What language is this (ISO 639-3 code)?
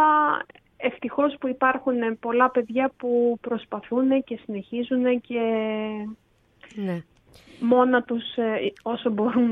ell